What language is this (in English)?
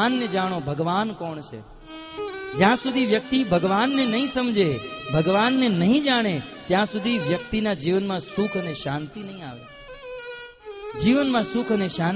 Gujarati